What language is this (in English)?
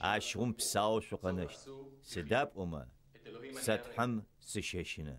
Adyghe